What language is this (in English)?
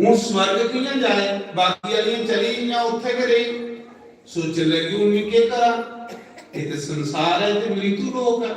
Dogri